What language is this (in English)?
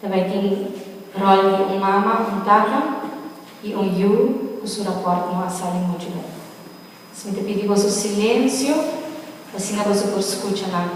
Papiamento